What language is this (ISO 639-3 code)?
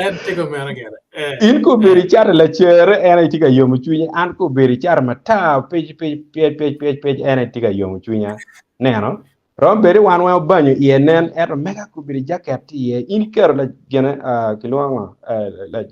ach